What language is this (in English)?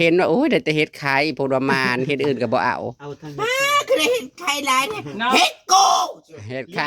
Northeastern Thai